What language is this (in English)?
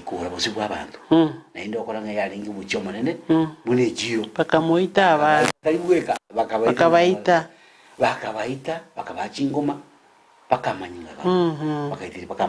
Gusii